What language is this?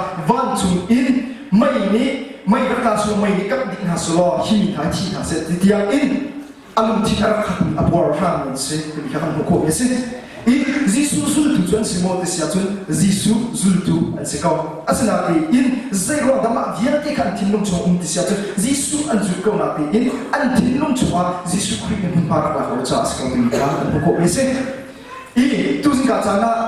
Hakha Chin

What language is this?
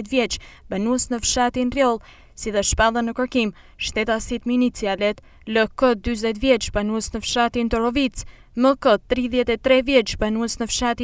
Albanian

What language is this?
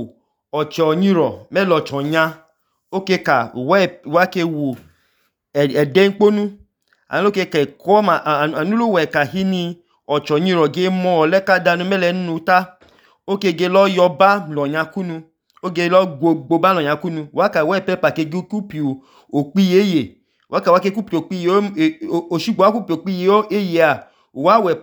Idoma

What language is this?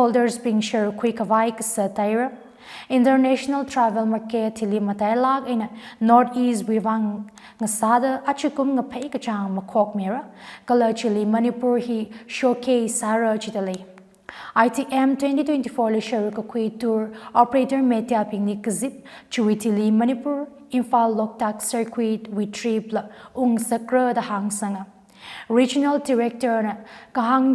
Tangkhul Naga (India)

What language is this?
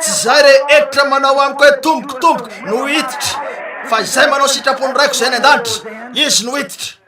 Malagasy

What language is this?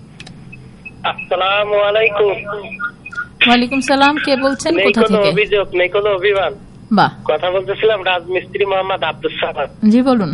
Bangla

